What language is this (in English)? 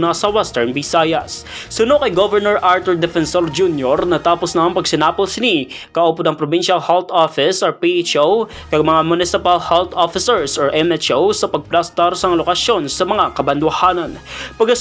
Hiligaynon